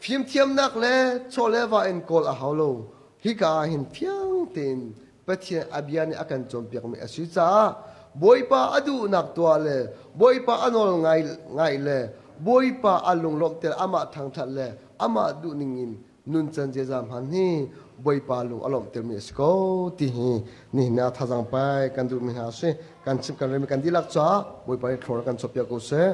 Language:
Hakha Chin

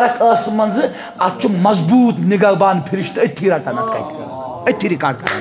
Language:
Kashmiri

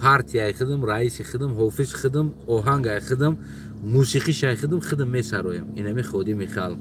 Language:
Tajik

